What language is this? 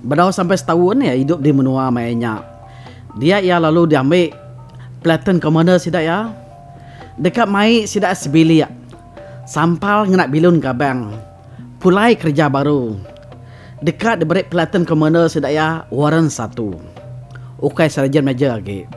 Iban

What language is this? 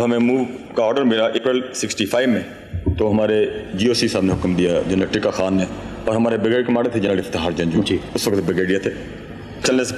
Urdu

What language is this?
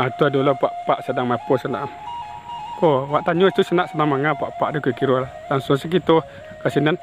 Minangkabau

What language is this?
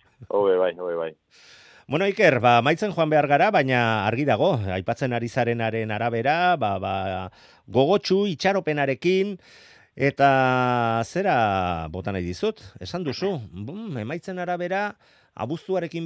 Basque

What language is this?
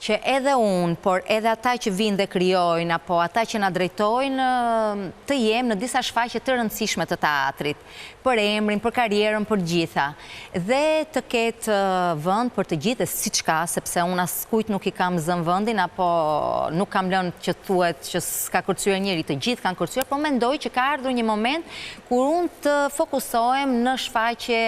Albanian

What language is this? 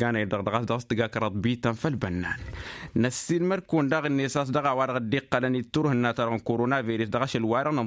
Tamasheq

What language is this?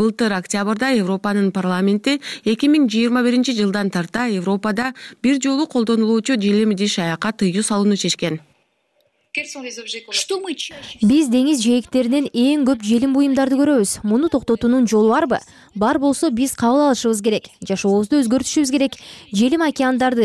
Kyrgyz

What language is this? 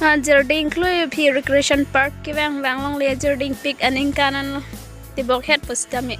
Karbi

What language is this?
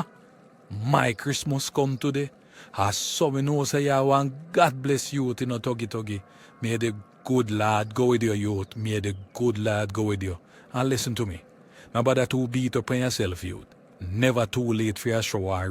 Jamaican Creole English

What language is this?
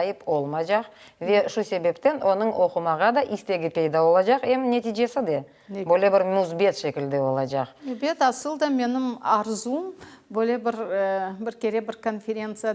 Crimean Tatar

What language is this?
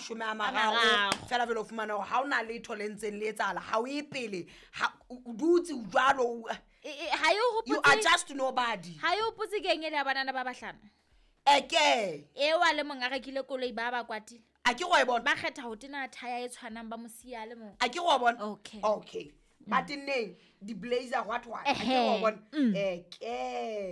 Southern Sotho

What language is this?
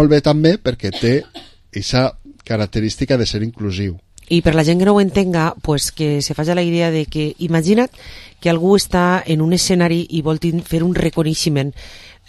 Catalan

